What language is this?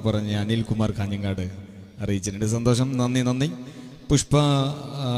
Malayalam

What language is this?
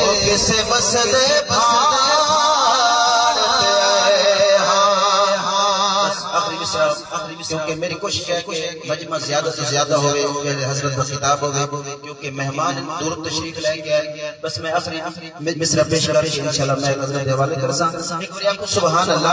Saraiki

